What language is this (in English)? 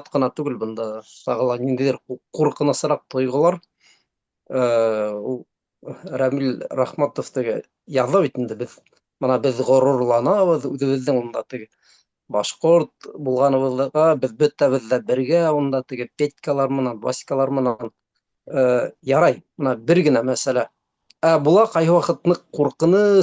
Bashkir